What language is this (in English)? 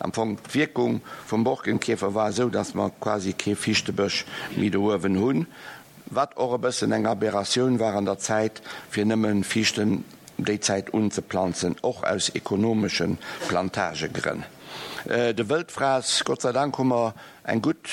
Luxembourgish